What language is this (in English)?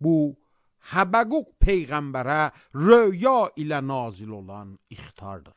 Azerbaijani